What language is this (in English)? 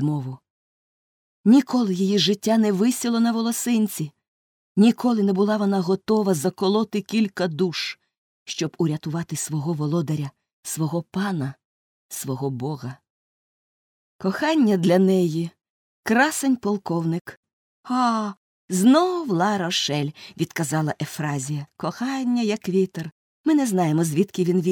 Ukrainian